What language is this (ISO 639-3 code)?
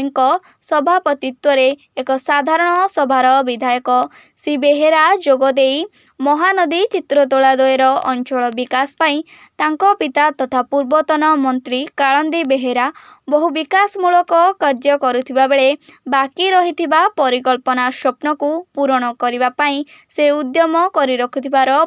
ori